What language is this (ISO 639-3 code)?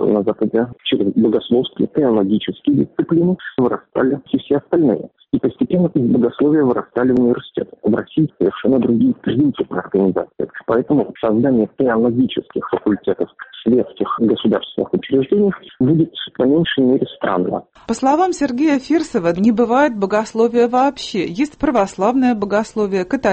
rus